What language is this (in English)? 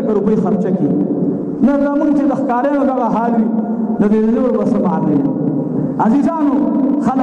Pashto